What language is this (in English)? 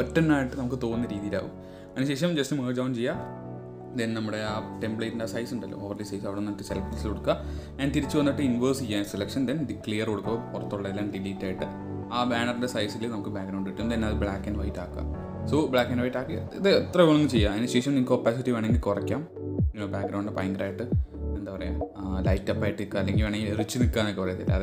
Malayalam